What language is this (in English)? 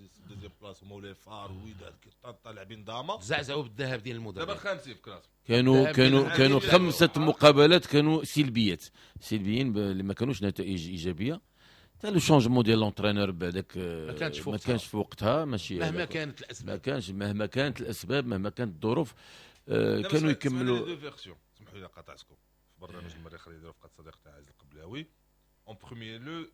Moroccan Arabic